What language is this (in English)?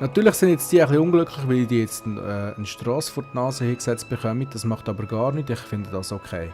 Swiss German